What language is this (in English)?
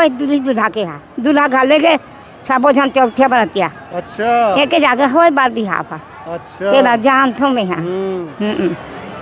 Chhattisgarhi